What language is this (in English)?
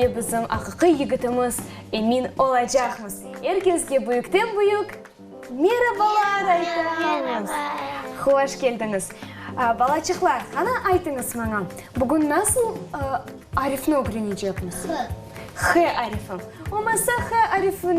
Crimean Tatar